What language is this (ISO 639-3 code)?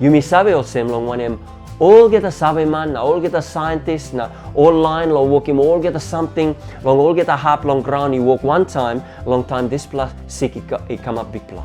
tpi